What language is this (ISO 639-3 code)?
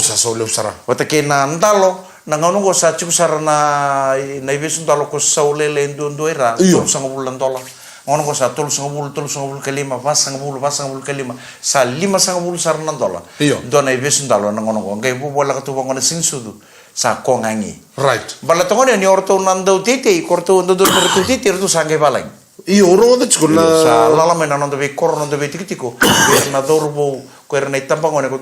fij